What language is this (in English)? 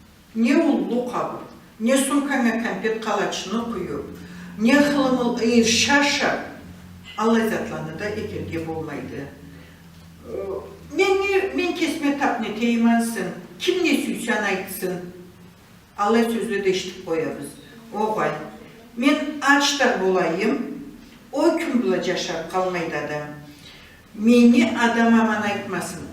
Karachay-Balkar